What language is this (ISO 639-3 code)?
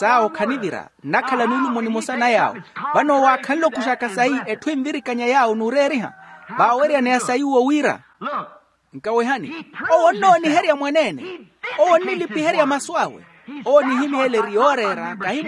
vmw